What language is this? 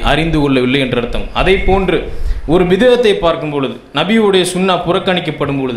Tamil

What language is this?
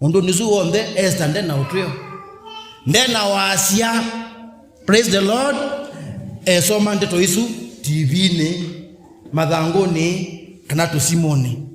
Kamba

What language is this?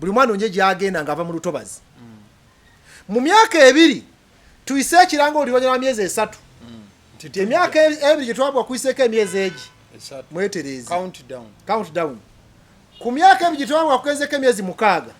Ganda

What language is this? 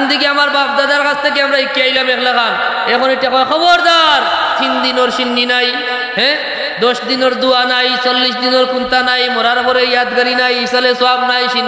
Sylheti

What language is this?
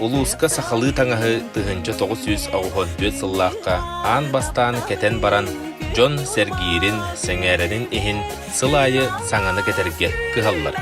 Yakut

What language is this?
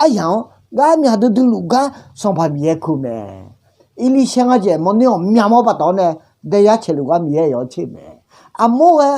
Akha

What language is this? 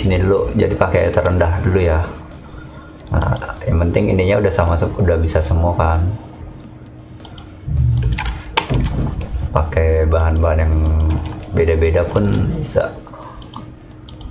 Indonesian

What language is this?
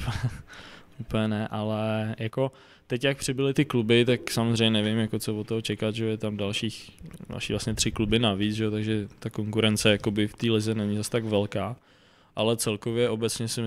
Czech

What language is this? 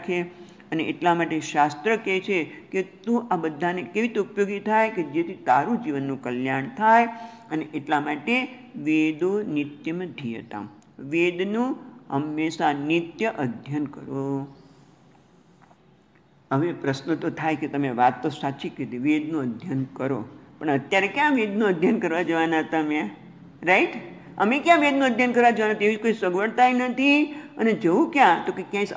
Gujarati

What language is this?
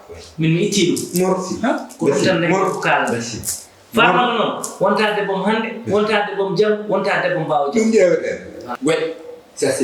Fula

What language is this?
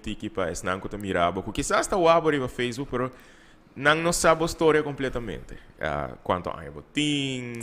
Papiamento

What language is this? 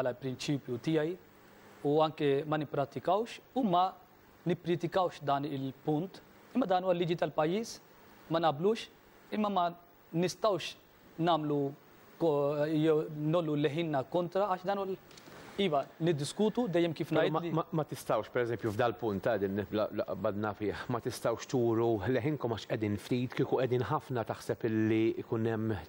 Maltese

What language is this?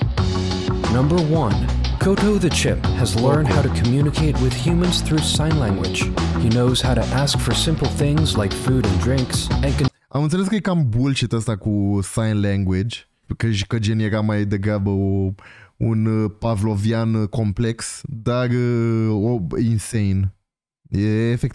Romanian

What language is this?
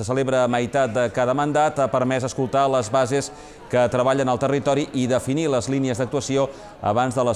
Catalan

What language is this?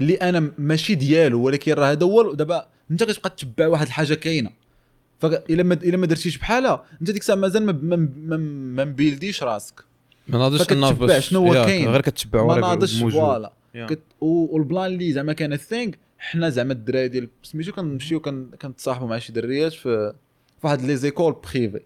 Moroccan Arabic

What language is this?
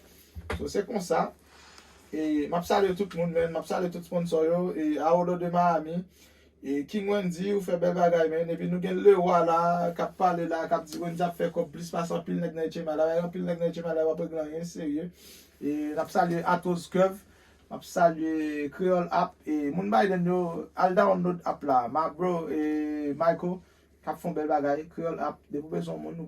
Haitian Creole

